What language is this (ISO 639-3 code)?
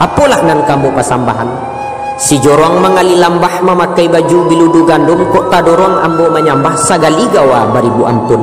min